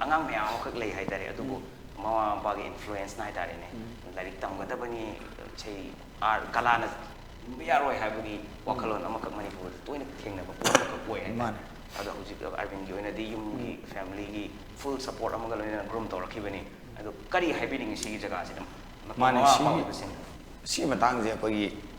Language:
Manipuri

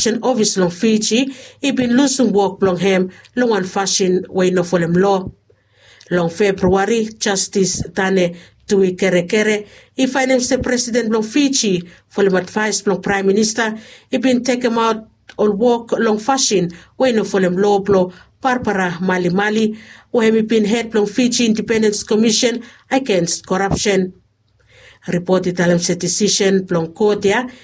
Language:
Bislama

